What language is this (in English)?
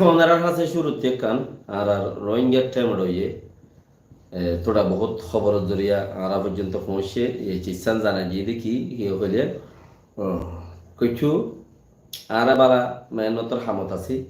Rohingya